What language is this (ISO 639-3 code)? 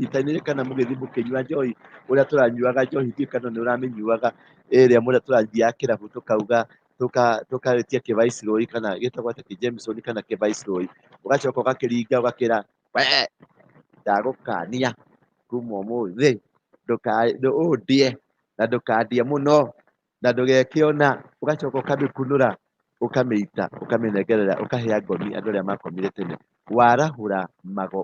kik